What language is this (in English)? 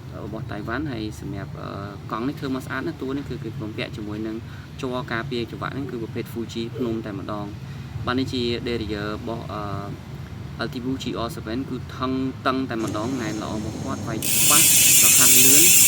Khmer